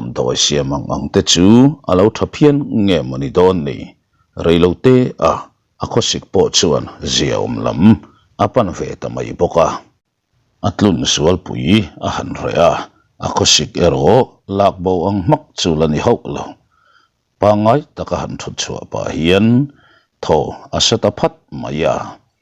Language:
Mizo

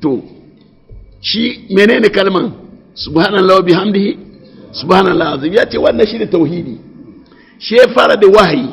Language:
Hausa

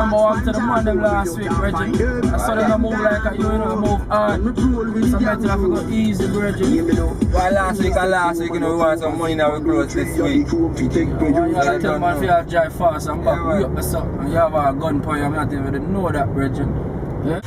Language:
Jamaican Creole English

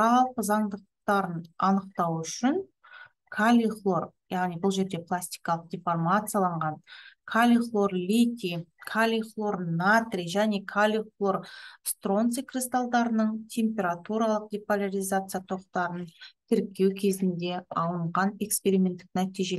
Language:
Kazakh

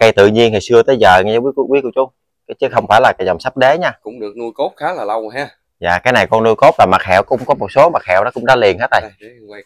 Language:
Vietnamese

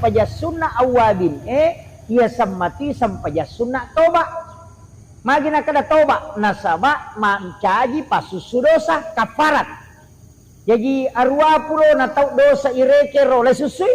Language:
Buginese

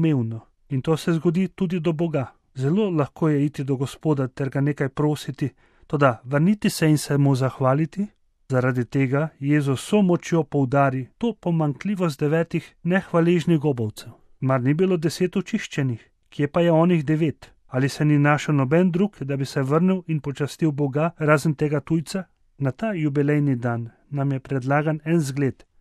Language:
Slovenian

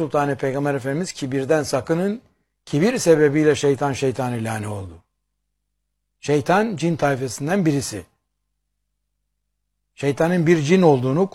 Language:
Turkish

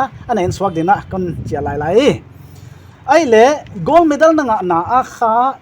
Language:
Paite Chin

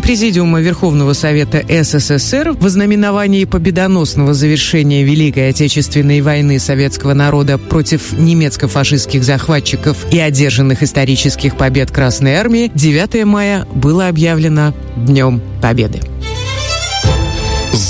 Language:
Russian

